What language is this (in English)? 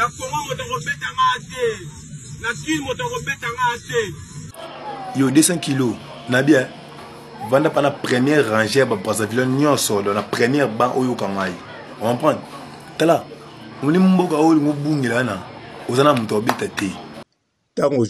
Lingala